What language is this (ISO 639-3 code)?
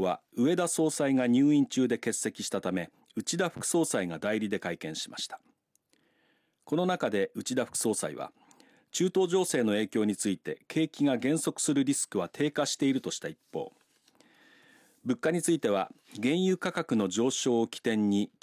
jpn